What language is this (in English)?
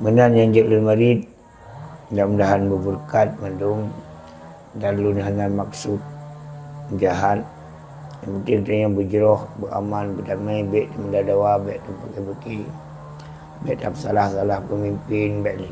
Achinese